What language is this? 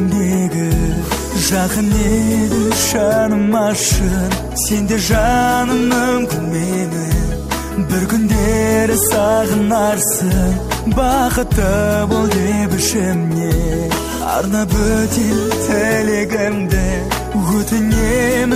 Kazakh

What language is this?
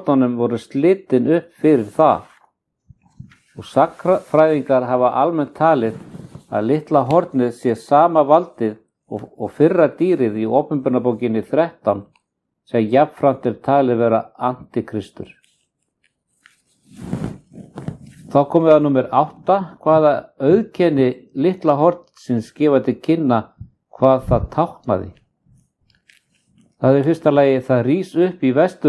Icelandic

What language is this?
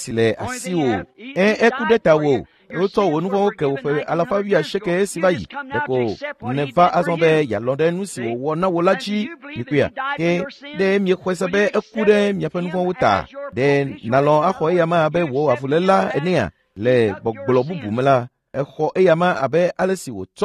Ewe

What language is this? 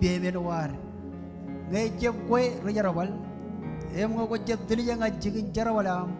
Marshallese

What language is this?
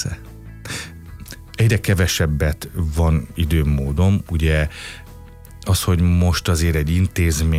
Hungarian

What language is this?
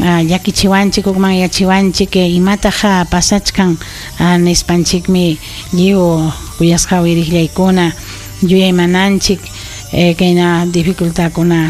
Ayacucho Quechua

